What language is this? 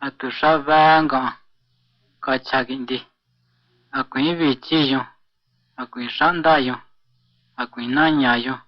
Chiquihuitlán Mazatec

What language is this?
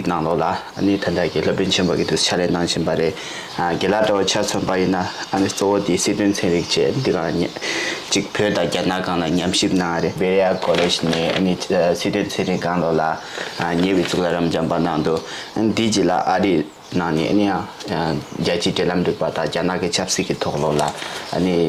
Tibetan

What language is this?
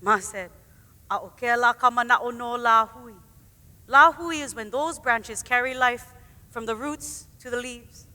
Hawaiian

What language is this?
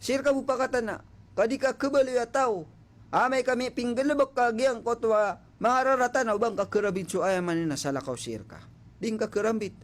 Maranao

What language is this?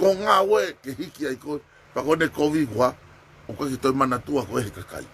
Tongan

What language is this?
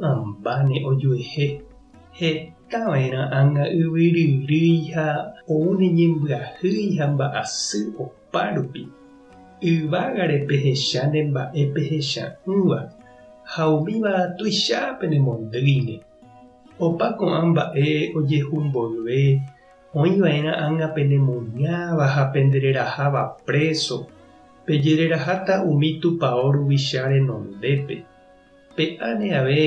Guarani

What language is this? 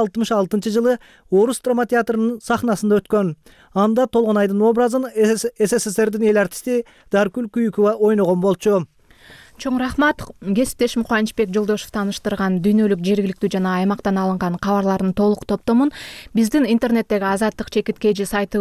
Kyrgyz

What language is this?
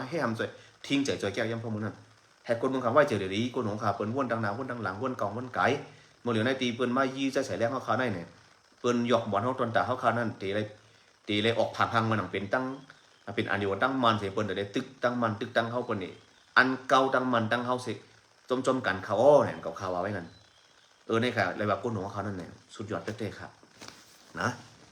Shan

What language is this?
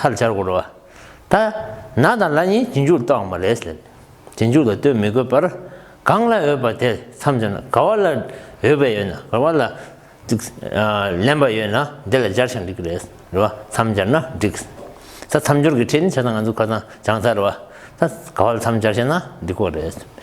Tibetan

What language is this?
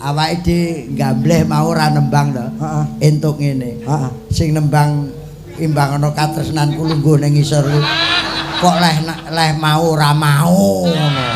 Javanese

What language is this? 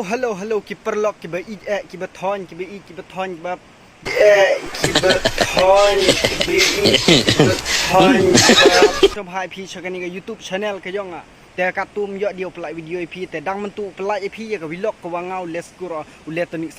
Pnar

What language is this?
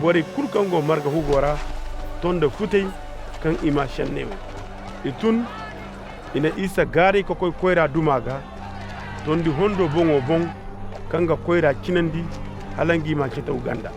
Koyraboro Senni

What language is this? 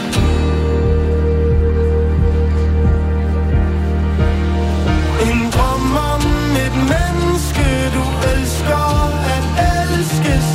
Danish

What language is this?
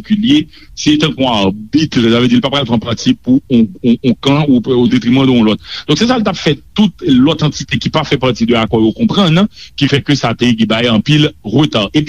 Haitian Creole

